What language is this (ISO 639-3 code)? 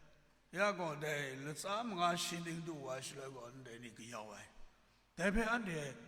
kac